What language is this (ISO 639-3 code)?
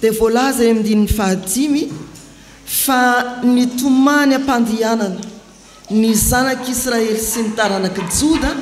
mlg